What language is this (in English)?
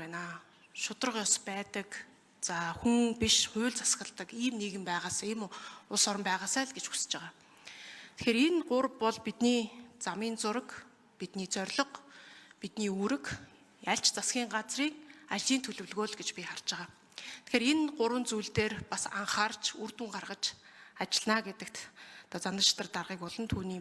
Mongolian